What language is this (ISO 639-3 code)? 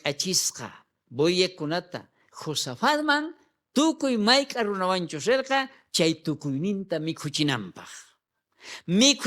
quh